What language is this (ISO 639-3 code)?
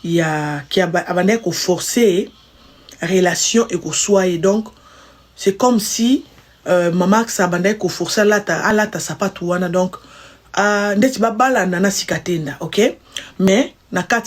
lin